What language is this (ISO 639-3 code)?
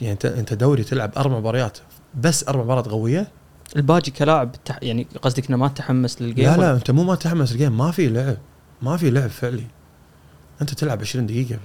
afb